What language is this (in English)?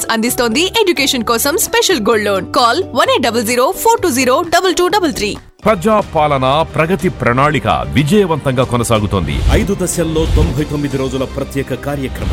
Telugu